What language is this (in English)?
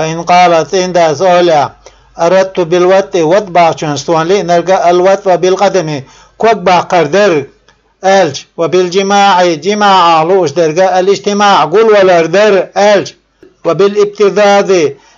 Chechen